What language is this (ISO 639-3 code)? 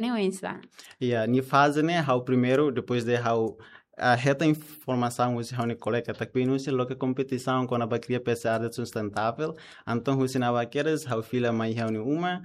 tet